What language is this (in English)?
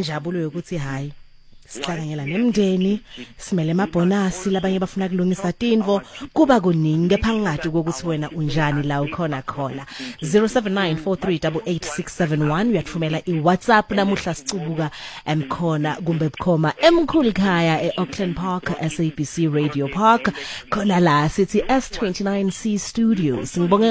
Venda